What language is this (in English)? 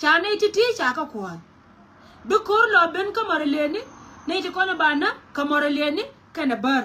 Nuer